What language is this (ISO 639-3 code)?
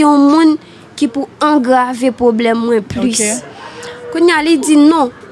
hat